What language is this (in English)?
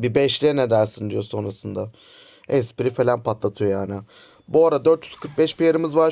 Turkish